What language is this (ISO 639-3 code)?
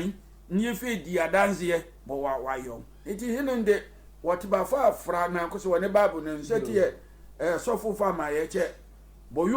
sfw